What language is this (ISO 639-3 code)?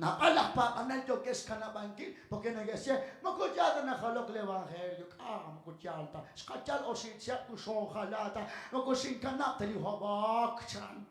kek